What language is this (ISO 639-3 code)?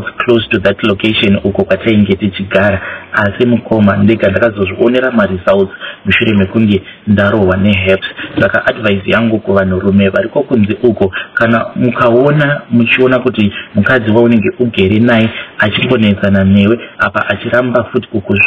sna